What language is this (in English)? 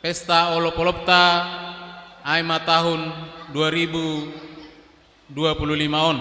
Batak Simalungun